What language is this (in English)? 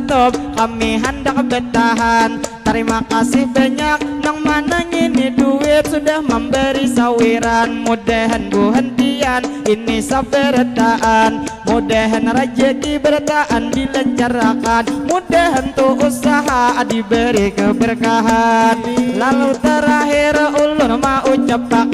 Banjar